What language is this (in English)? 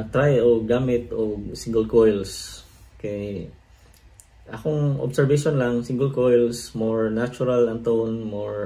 Cebuano